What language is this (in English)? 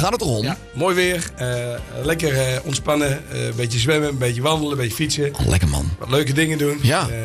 Dutch